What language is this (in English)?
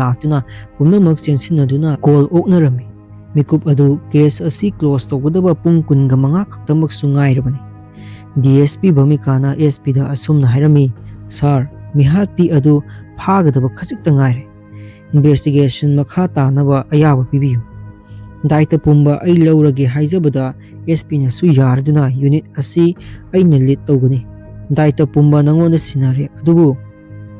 Manipuri